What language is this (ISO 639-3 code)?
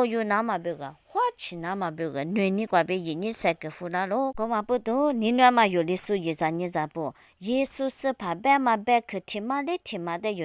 lis